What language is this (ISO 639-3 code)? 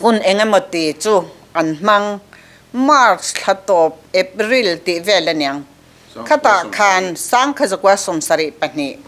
lus